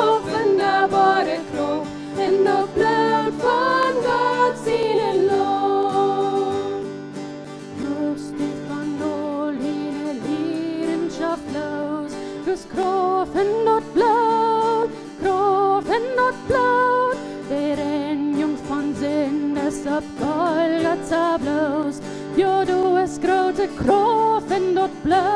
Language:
Plautdietsch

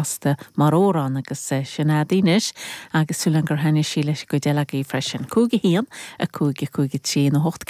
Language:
Irish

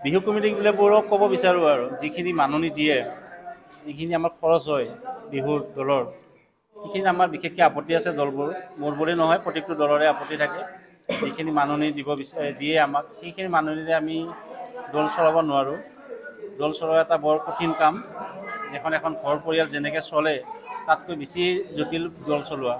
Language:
Assamese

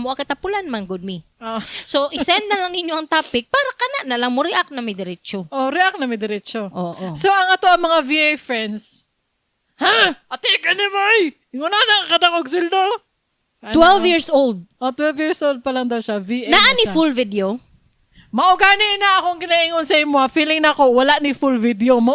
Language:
Cebuano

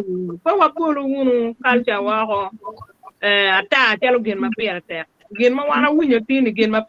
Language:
Acoli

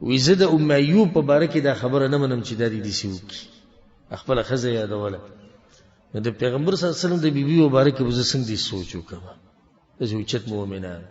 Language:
Pashto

